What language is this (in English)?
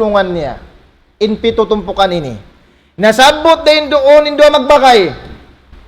Tausug